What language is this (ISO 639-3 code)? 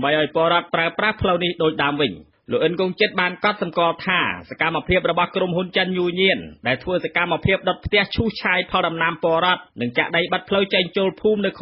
khm